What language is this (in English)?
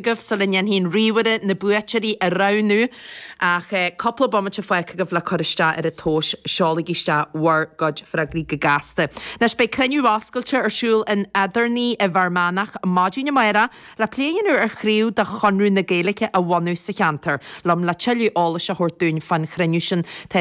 Irish